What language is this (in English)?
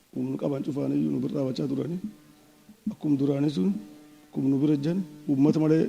Oromo